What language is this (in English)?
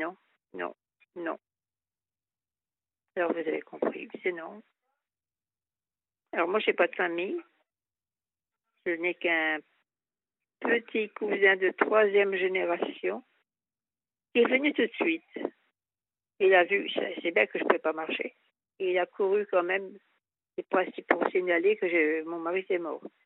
French